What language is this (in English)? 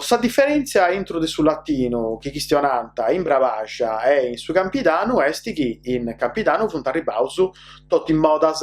Sardinian